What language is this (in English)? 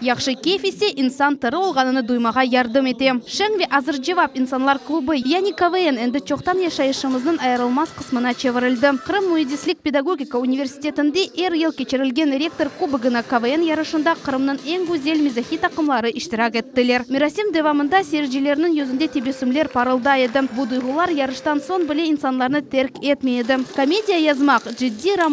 Crimean Tatar